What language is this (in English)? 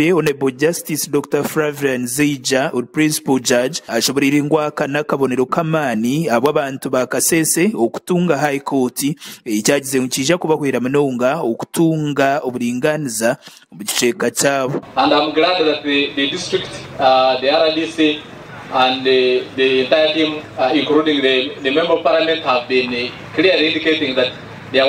Nyankole